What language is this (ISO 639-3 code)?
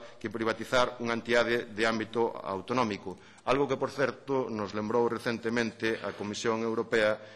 glg